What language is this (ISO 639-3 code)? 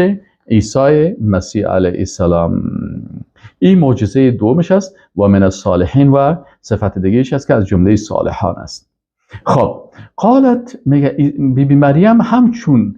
fas